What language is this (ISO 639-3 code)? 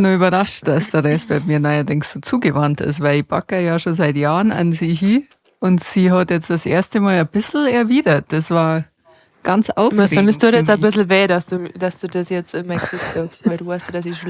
bar